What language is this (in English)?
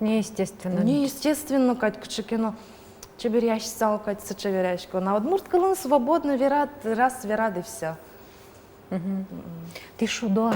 Udmurt